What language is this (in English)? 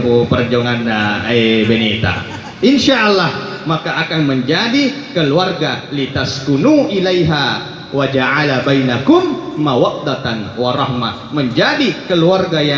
Buginese